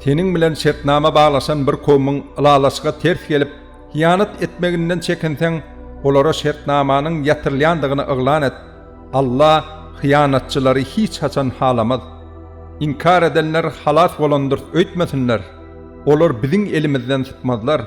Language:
Turkmen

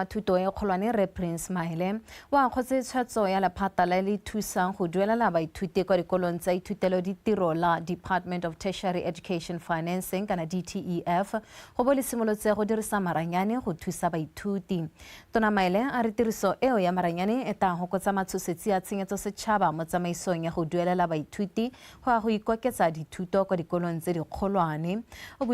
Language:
Tswana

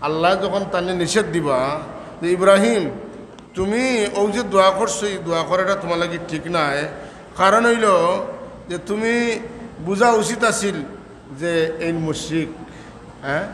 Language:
Sylheti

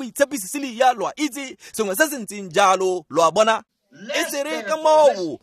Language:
Tswana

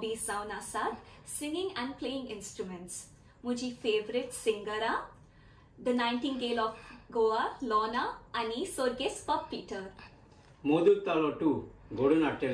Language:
Konkani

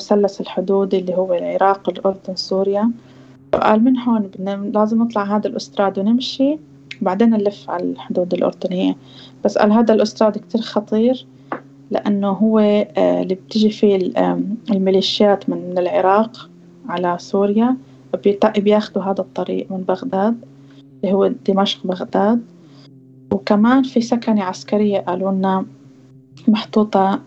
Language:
North Levantine Arabic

